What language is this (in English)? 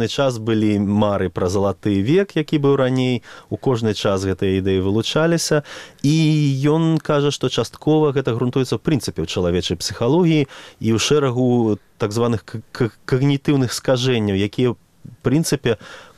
Belarusian